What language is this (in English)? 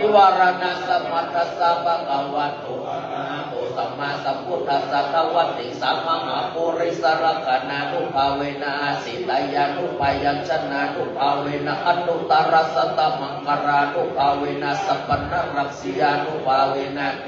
Pali